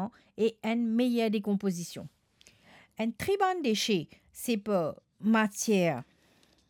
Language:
Morisyen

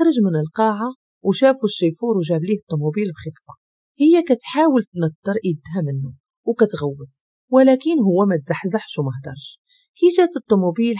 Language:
Moroccan Arabic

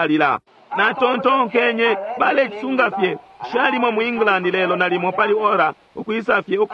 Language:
Bemba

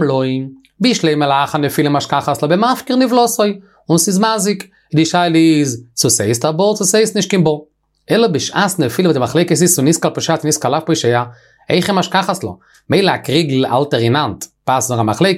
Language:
Yiddish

